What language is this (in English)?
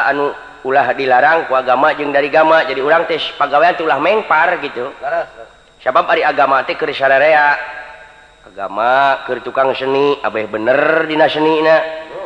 Sundanese